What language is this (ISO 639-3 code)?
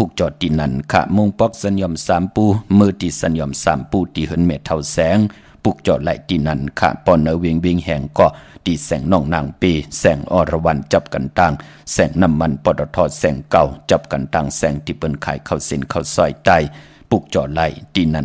shn